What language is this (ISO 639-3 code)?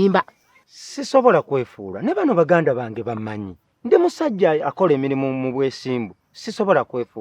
lug